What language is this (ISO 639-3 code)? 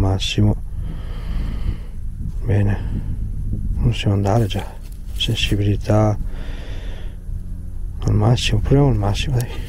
ita